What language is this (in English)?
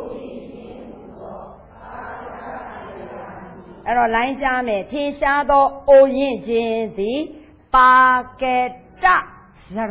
Burmese